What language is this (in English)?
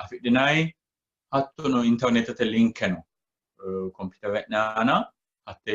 Sidamo